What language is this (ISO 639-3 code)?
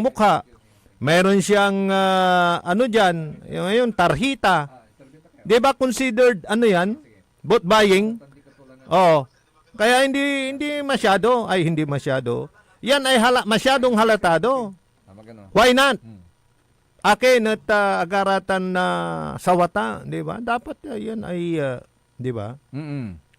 pag